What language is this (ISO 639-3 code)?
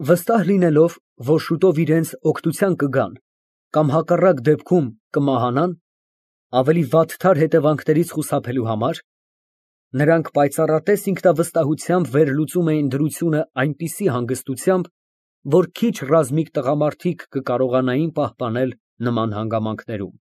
hye